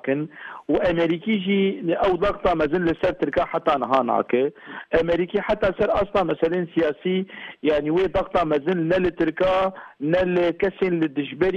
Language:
Kurdish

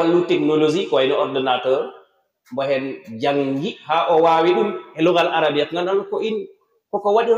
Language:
Fula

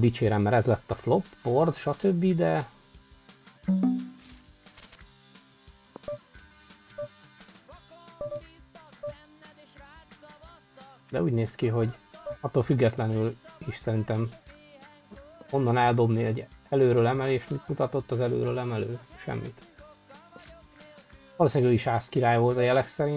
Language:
Hungarian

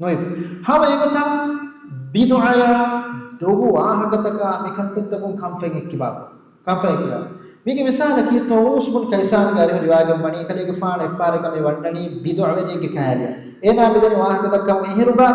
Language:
Divehi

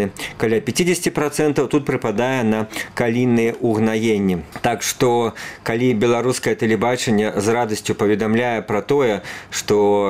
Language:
Belarusian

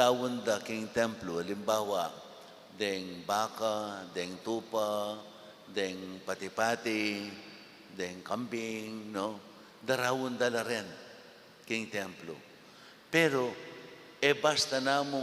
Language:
Pampanga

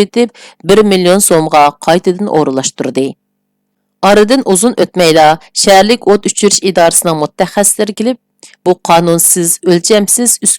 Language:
Uyghur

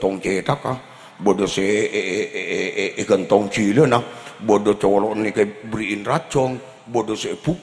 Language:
Madurese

